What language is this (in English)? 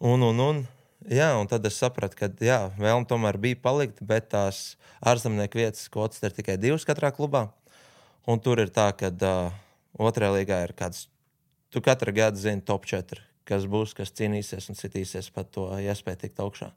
Latvian